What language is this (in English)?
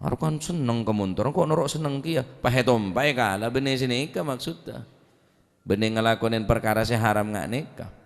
Madurese